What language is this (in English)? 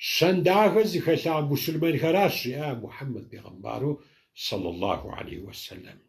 Kabardian